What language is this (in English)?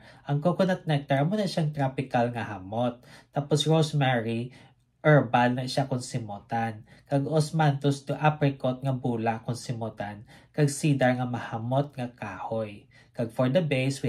Hiligaynon